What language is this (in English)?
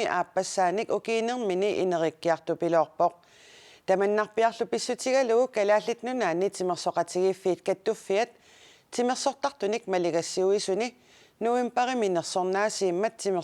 Kalaallisut